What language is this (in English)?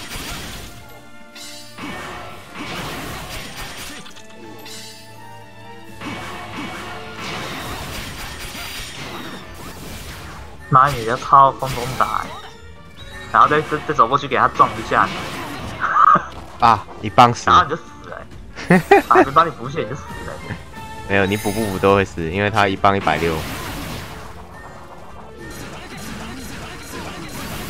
Chinese